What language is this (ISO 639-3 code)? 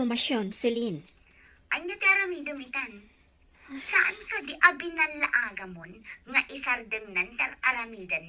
ilo